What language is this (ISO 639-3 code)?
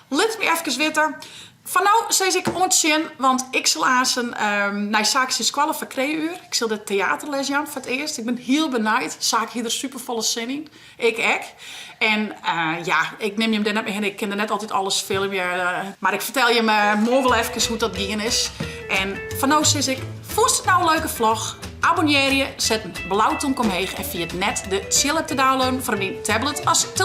fry